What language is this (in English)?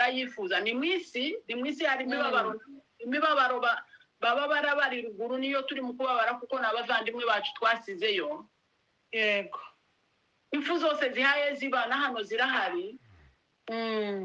Kinyarwanda